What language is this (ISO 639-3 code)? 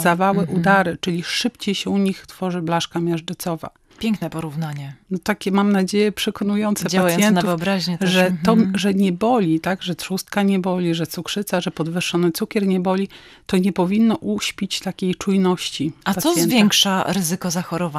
pol